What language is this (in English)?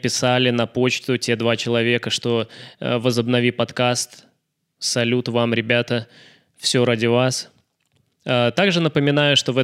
Russian